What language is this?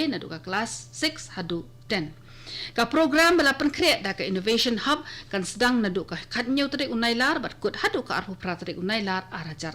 Khasi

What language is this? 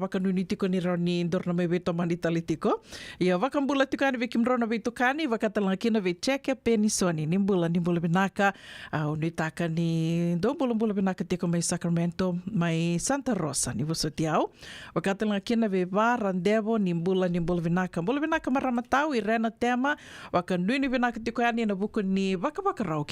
Fijian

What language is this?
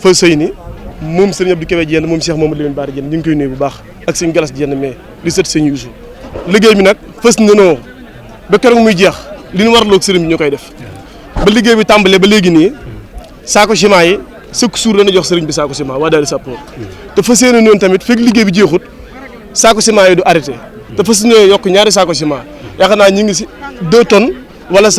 Wolof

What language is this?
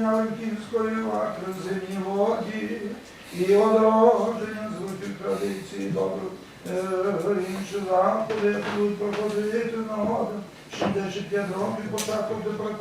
Rusyn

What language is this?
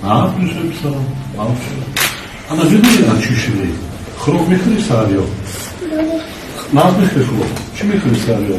Tajik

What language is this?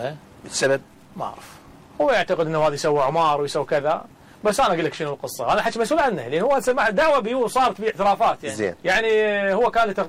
Mesopotamian Arabic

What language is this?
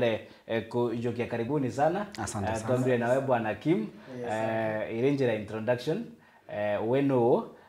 Meru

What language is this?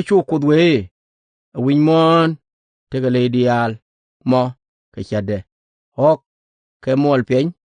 Nuer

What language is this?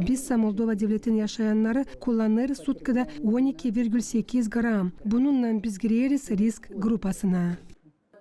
Gagauz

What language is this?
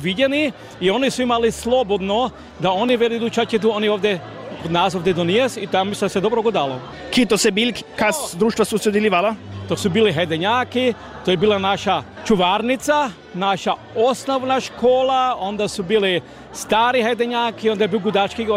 Croatian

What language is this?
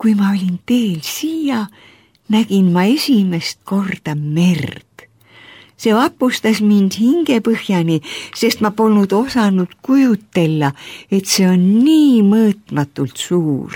Estonian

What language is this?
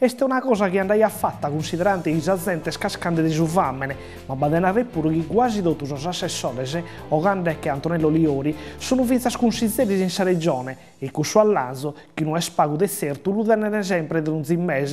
Sardinian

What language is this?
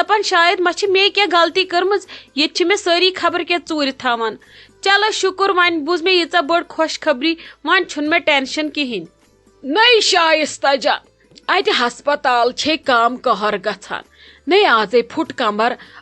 Kashmiri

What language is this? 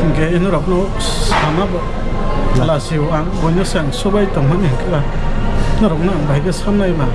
Kok Borok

